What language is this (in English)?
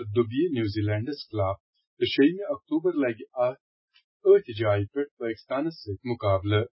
Kashmiri